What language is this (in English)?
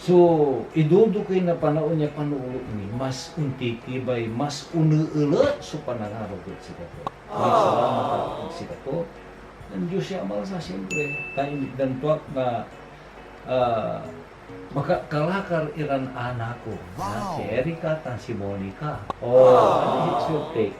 Pangasinan